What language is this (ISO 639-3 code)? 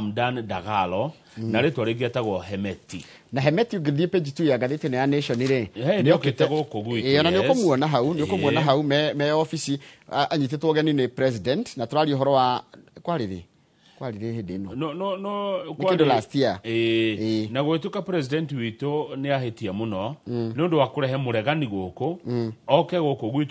kik